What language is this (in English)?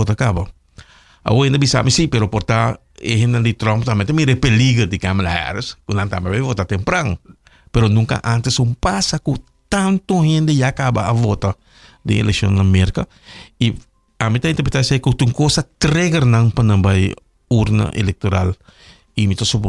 Papiamento